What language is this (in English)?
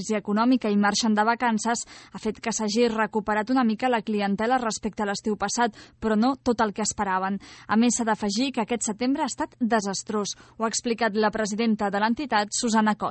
Catalan